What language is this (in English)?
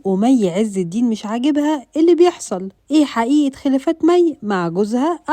Egyptian Arabic